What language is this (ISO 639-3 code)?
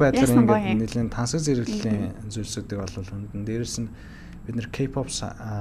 mon